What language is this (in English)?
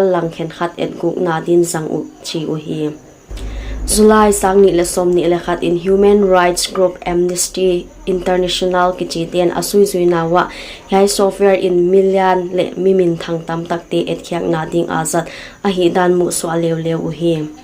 Paite Chin